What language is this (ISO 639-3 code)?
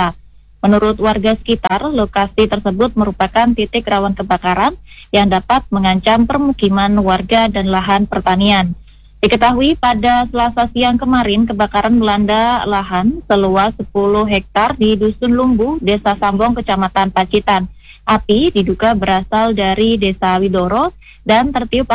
ind